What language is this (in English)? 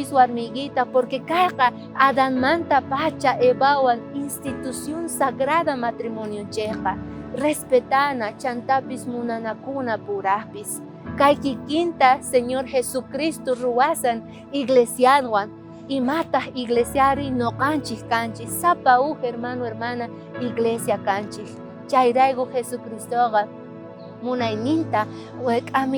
South Bolivian Quechua